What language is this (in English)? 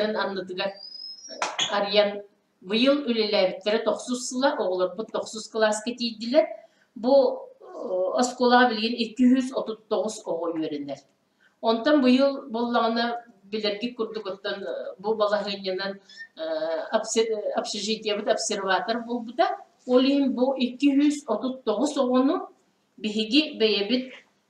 Yakut